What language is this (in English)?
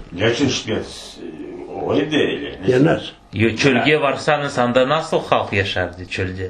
Crimean Tatar